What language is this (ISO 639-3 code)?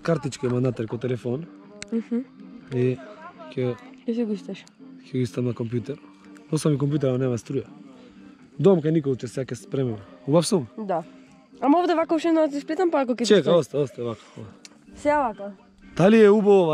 mkd